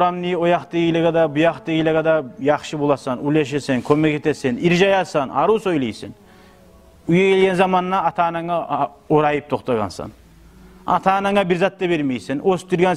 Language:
Kumyk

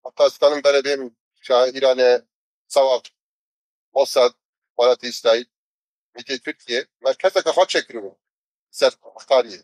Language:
Kurdish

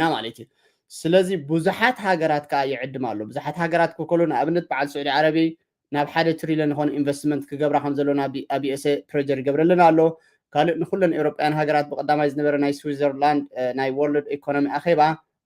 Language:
Tigrinya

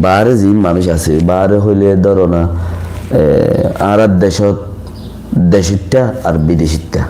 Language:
Rohingya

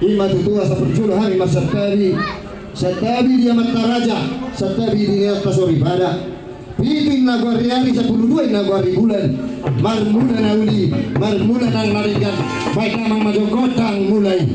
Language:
Batak Toba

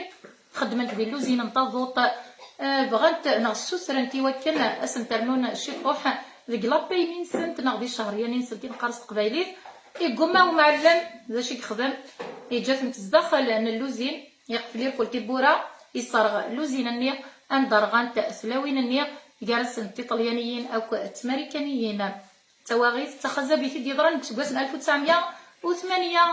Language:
Kabyle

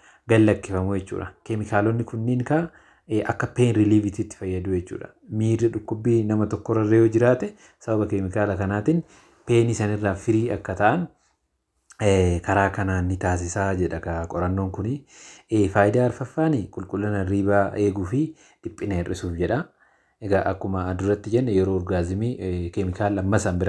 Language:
Oromo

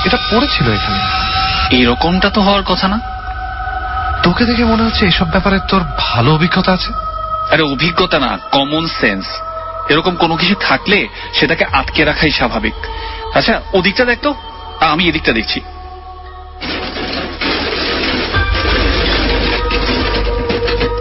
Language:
Bangla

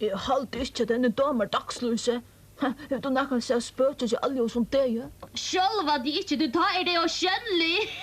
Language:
Faroese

